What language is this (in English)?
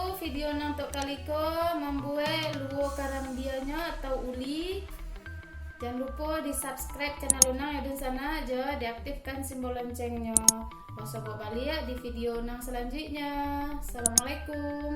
Minangkabau